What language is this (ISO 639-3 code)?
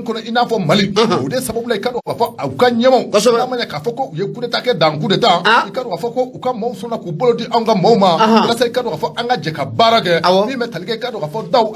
bam